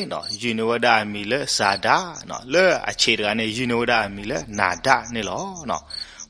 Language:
S'gaw Karen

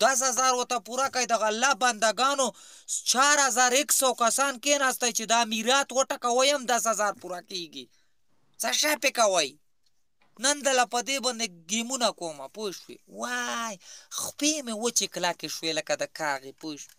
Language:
Pashto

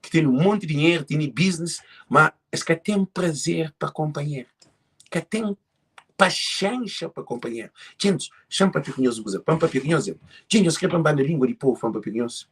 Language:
Kabuverdianu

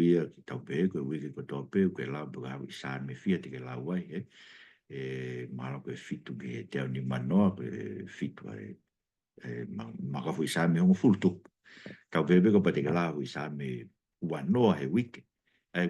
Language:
Tongan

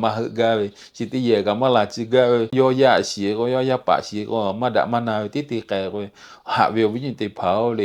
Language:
Lahu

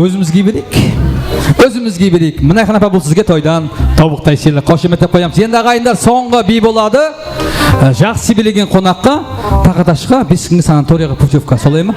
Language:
Kara-Kalpak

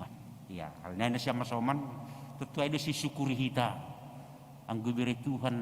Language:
Batak Simalungun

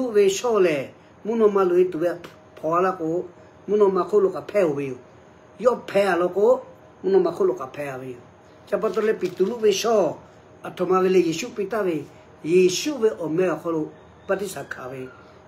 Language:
Lahu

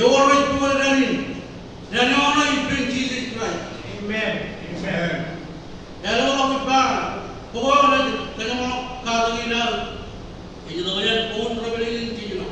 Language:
Marshallese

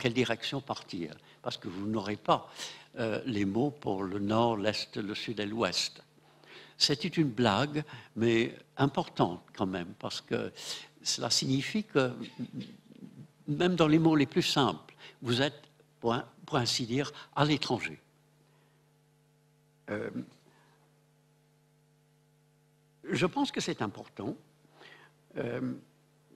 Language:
French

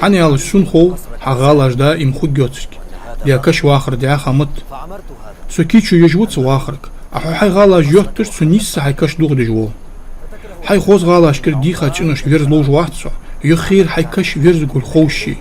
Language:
Ingush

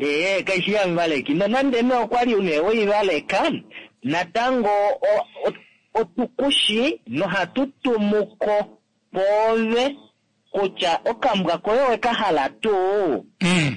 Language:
Kuanyama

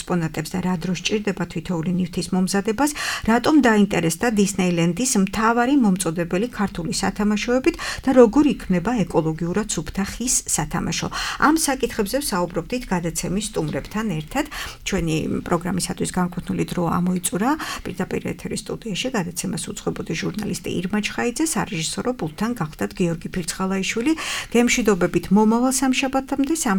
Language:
Georgian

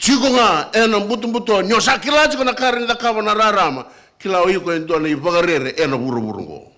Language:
Fijian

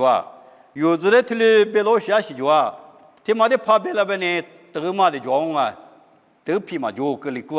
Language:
Lisu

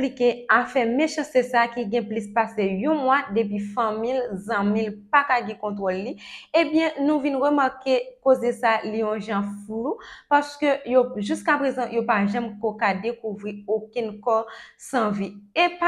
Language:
Haitian Creole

